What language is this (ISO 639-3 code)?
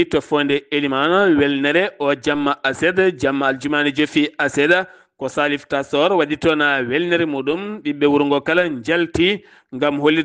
ful